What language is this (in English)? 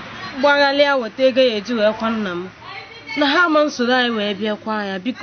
Igbo